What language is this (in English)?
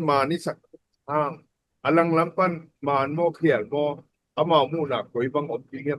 Tedim Chin